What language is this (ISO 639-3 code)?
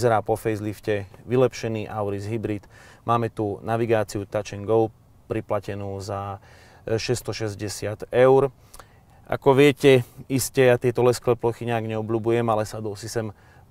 slk